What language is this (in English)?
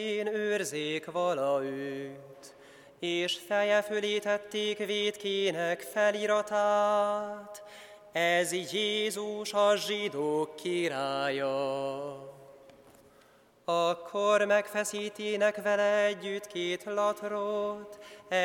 Hungarian